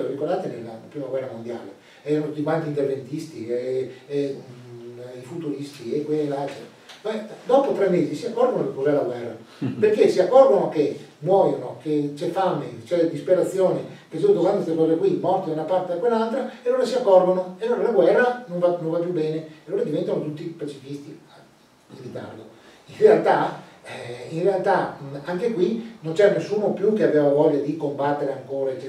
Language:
Italian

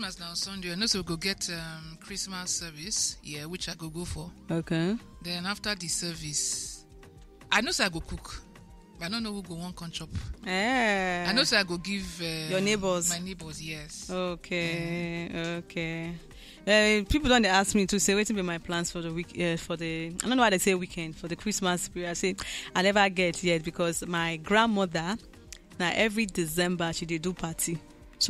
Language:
Nigerian Pidgin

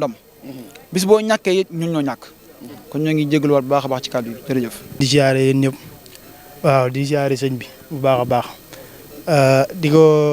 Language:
Wolof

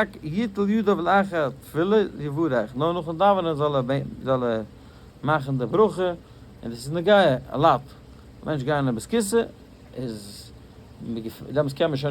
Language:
Yiddish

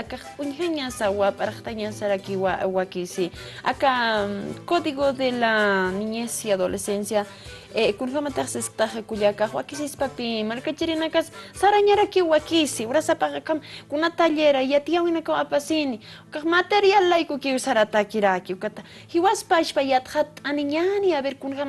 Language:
Aymara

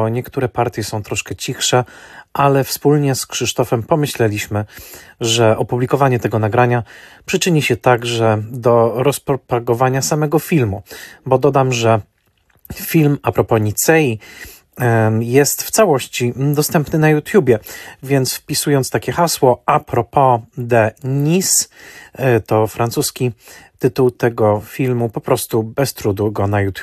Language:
Polish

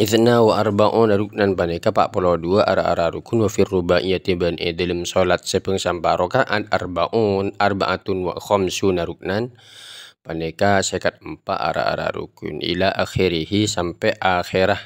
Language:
Madurese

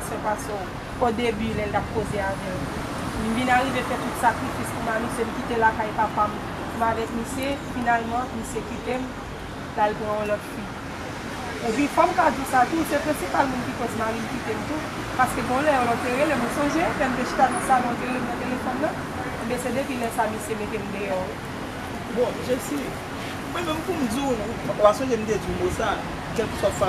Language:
Haitian Creole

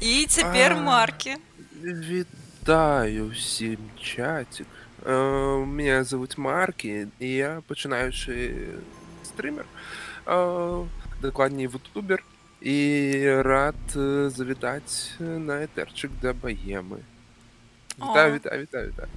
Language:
Belarusian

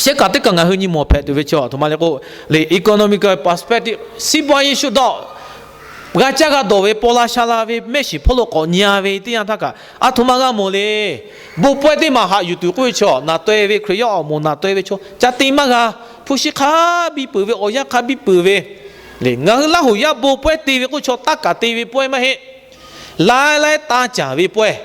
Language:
Lahu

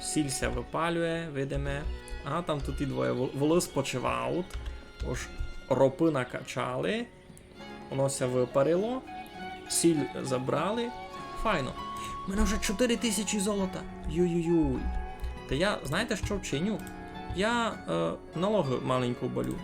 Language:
Rusyn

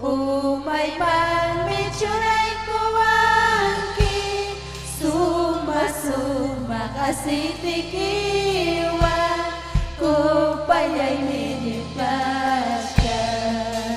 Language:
Ayacucho Quechua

